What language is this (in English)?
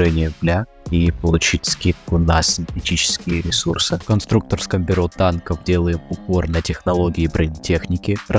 Russian